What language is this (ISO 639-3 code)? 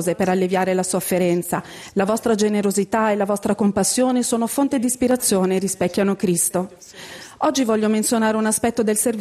ita